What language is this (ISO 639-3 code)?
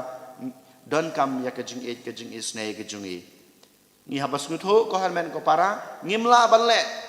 kha